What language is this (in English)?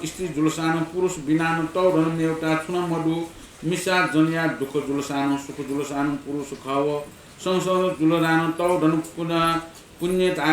Newari